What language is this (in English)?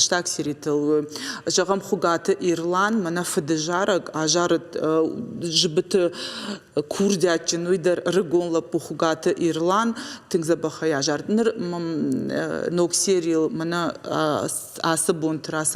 Ossetic